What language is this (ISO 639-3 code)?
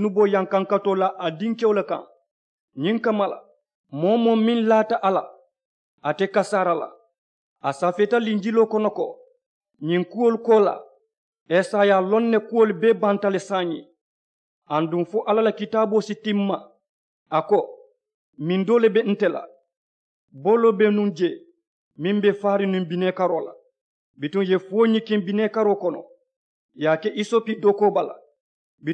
man